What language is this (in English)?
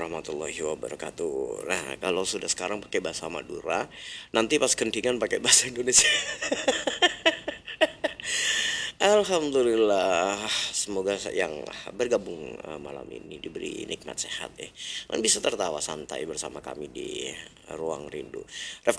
Indonesian